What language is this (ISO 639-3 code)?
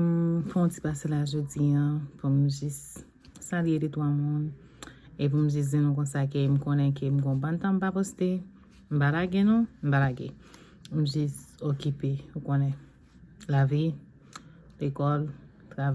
hat